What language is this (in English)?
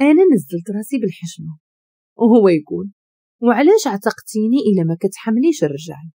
Moroccan Arabic